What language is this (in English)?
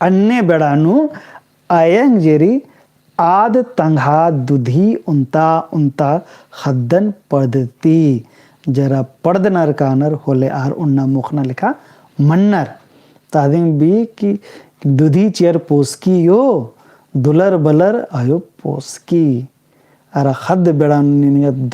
Kurukh